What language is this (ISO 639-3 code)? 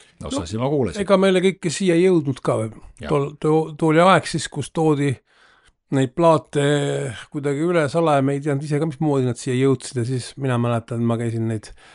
est